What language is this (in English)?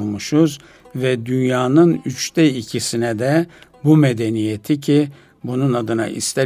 Turkish